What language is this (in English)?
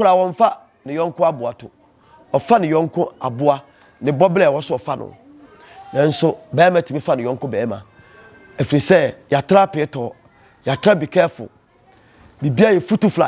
Akan